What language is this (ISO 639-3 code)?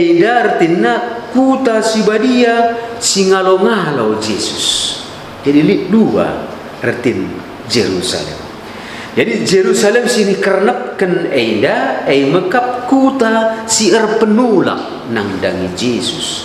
btx